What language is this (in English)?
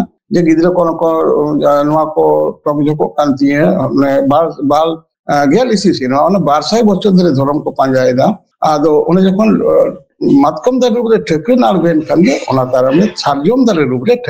Santali